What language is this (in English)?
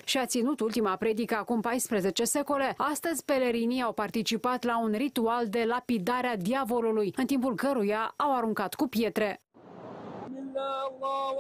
Romanian